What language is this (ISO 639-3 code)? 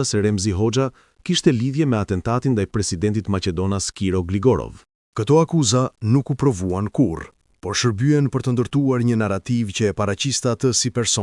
sqi